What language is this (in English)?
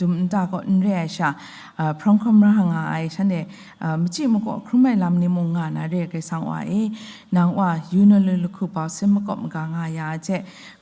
Kachin